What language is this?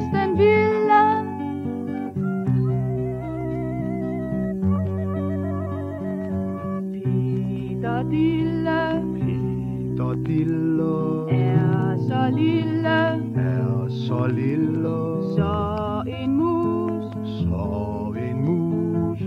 Danish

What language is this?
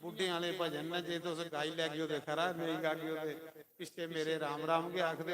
Dogri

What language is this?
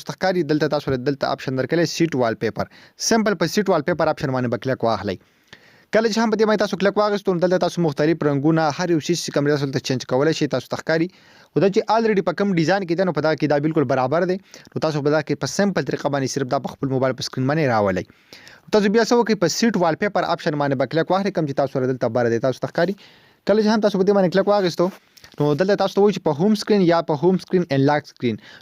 Pashto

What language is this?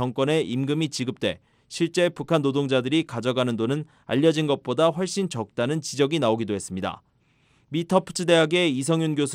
Korean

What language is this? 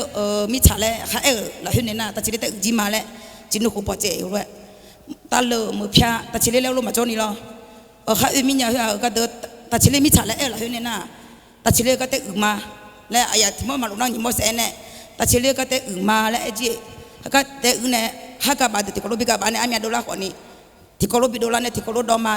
Akha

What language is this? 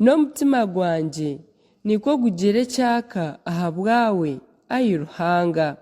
Nyankole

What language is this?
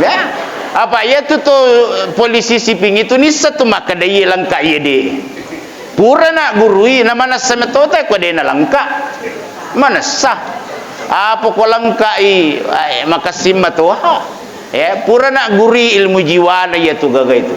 Buginese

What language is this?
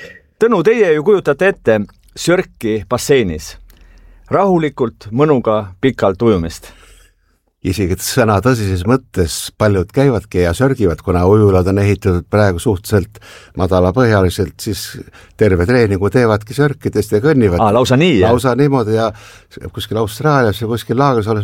Estonian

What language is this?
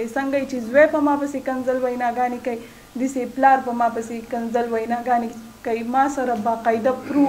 Pashto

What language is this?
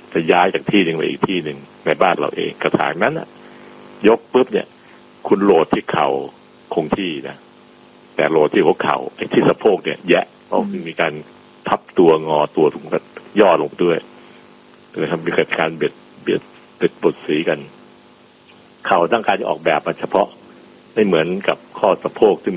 Thai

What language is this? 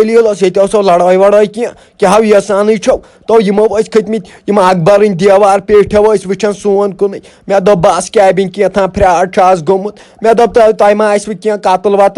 Kashmiri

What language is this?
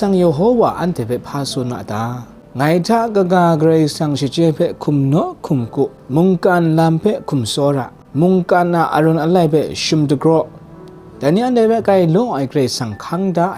Kachin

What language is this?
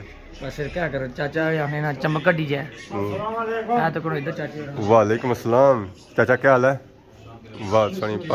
Pahari-Potwari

